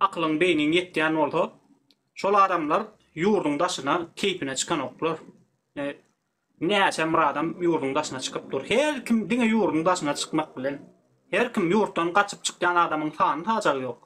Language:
Turkmen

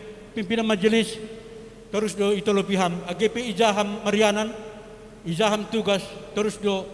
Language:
Batak Simalungun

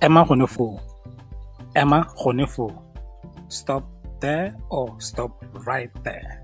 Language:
Tswana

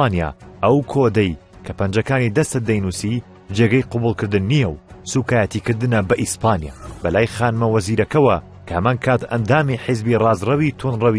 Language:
Central Kurdish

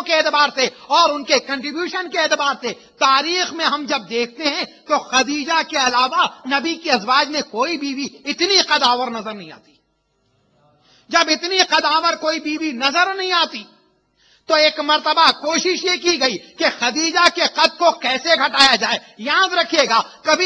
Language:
Urdu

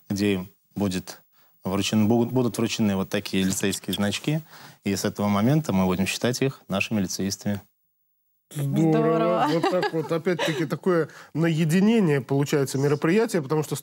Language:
Russian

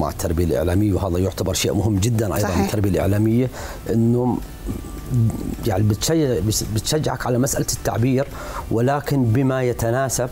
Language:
South Levantine Arabic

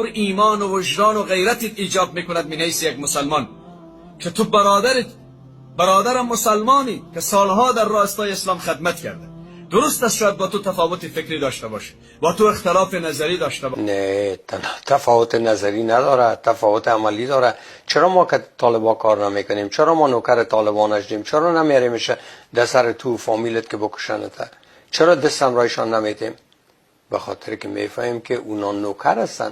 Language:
Persian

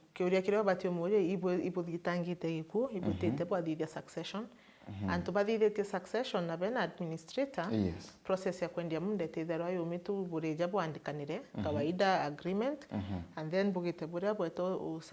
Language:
Meru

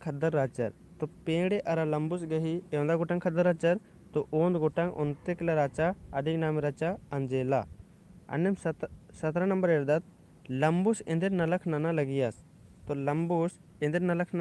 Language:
Kurukh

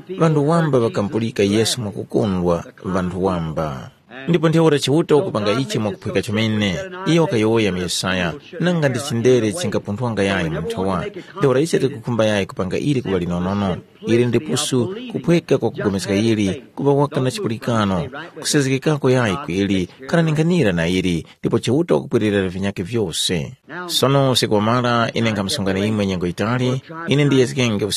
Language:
Tumbuka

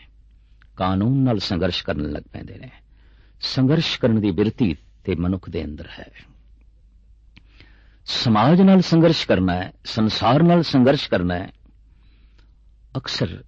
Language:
Punjabi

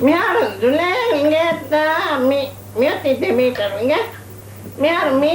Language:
Divehi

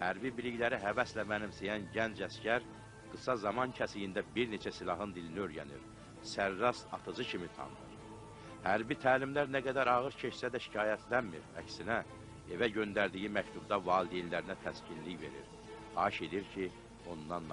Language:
Azerbaijani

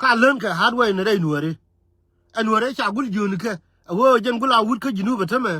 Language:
Nuer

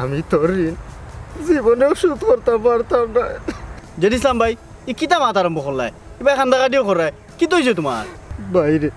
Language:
Sylheti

